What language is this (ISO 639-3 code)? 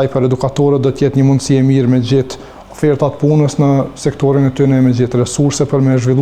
sqi